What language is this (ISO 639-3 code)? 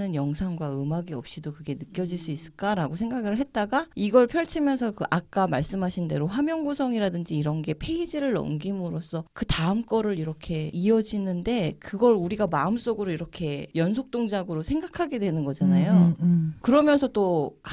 kor